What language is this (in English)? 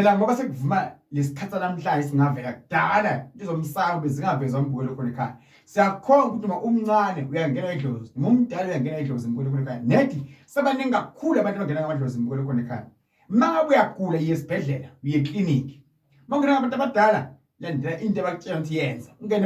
Zulu